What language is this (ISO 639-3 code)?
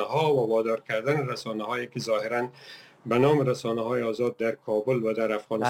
fas